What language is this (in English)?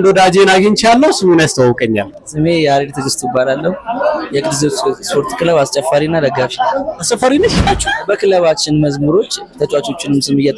Amharic